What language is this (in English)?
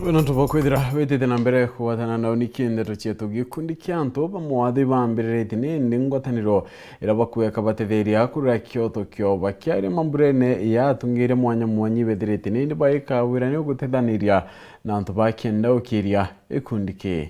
Meru